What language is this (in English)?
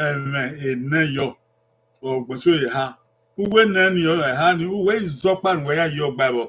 Bini